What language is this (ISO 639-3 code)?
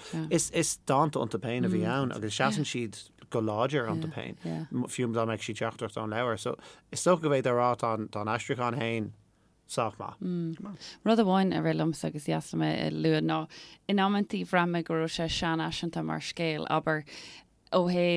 gle